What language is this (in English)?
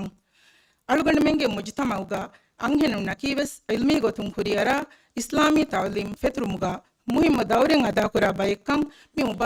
Divehi